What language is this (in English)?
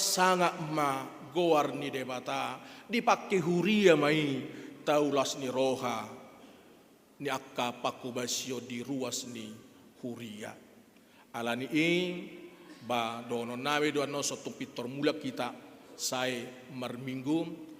Batak Toba